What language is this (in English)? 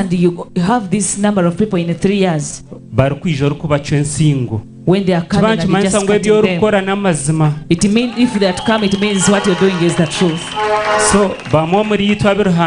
Nyankole